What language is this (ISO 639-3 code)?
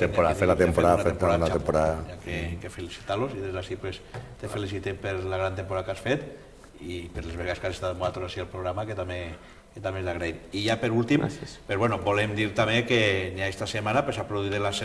cat